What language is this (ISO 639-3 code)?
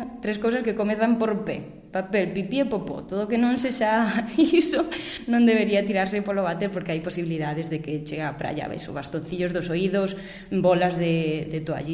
glg